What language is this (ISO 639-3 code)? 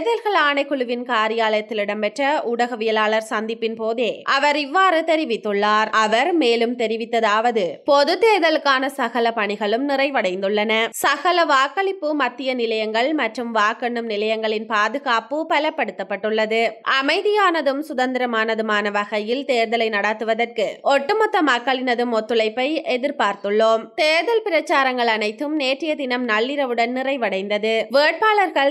tam